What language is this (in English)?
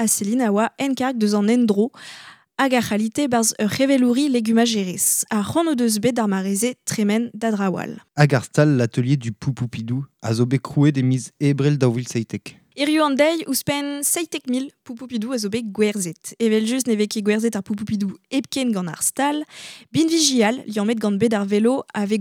Breton